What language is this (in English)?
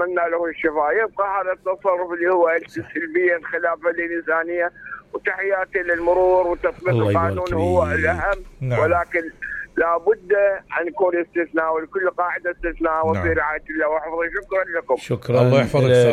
Mesopotamian Arabic